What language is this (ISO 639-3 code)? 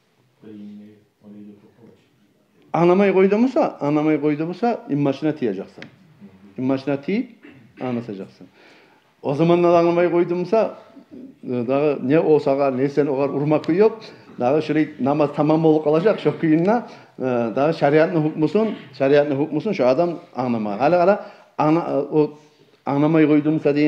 kum